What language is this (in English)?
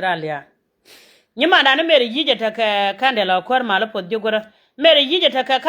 Nuer